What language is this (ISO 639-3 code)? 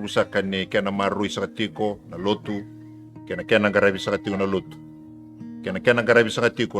fij